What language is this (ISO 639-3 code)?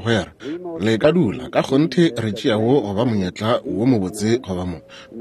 nso